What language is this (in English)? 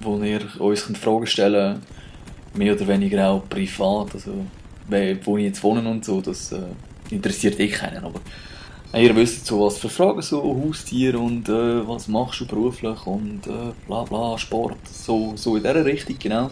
Swiss German